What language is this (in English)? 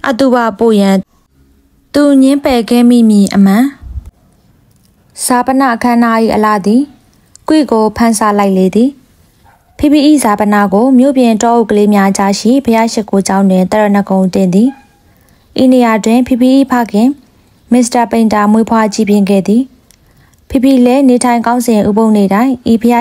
Burmese